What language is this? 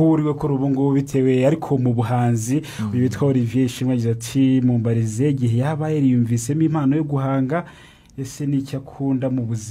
Kinyarwanda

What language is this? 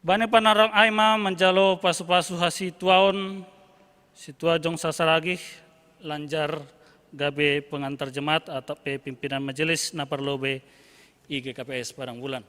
Batak Simalungun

